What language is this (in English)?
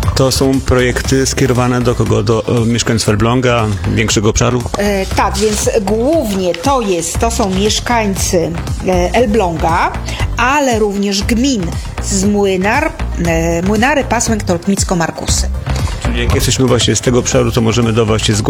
Polish